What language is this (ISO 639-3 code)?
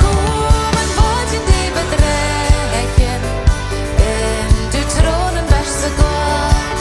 pdt